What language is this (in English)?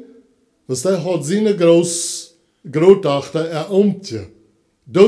Plautdietsch